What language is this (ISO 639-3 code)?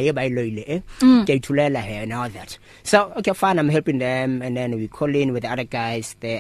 eng